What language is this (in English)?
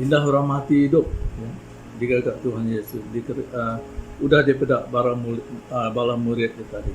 Iban